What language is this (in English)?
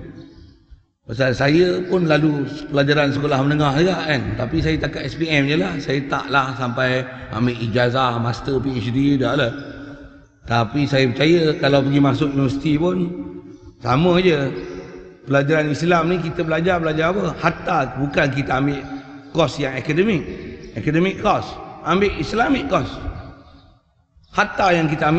Malay